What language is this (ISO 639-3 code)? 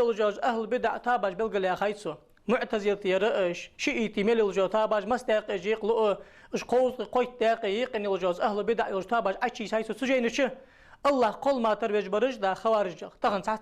inh